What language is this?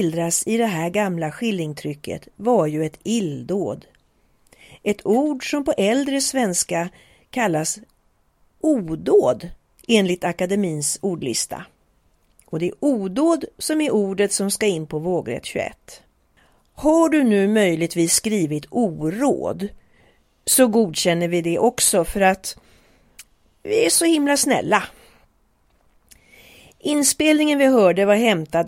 Swedish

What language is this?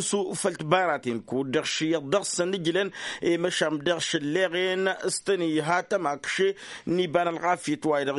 Tamasheq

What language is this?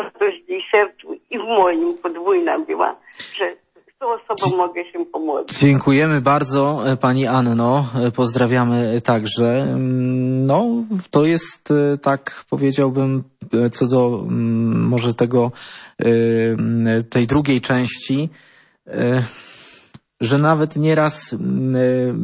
Polish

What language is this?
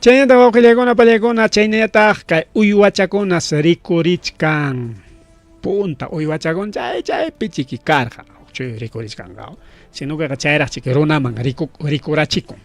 Ayacucho Quechua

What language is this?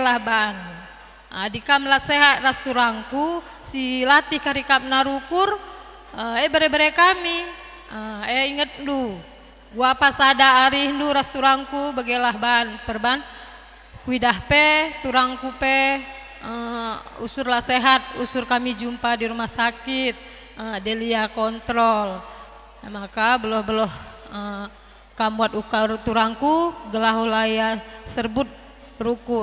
Batak Karo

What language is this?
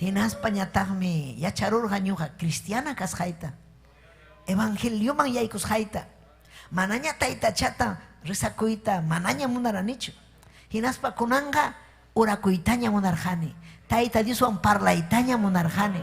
Ayacucho Quechua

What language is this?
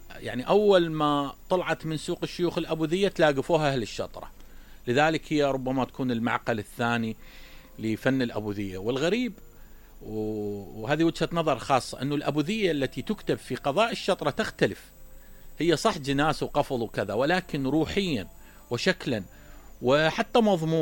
Mesopotamian Arabic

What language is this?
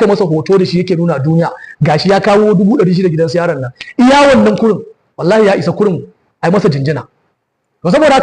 Hausa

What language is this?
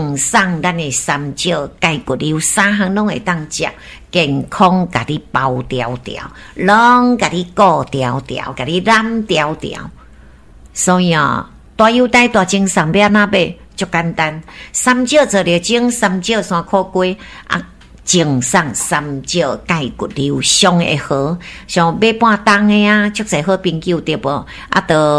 Min Nan Chinese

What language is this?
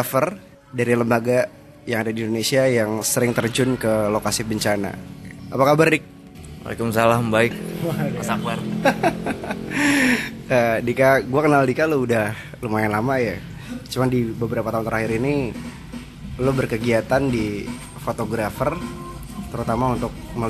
Indonesian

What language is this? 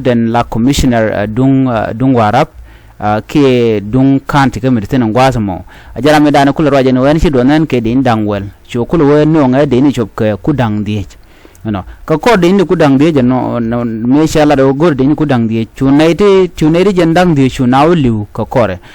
Nuer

